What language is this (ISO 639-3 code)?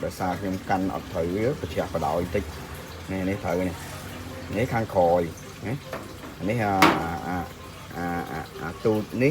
khm